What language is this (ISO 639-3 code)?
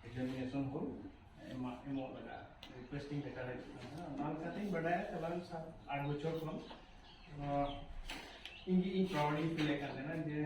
sat